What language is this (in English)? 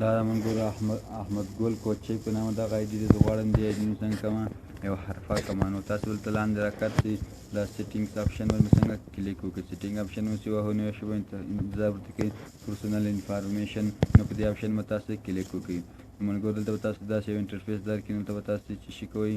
Pashto